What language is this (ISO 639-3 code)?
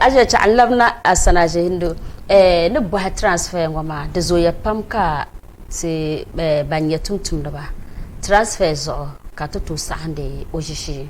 dag